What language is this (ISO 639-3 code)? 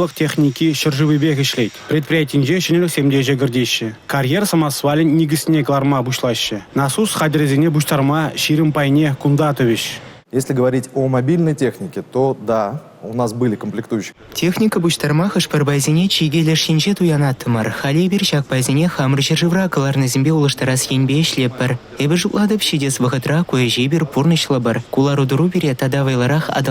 chv